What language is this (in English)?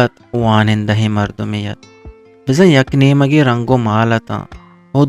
Eastern Balochi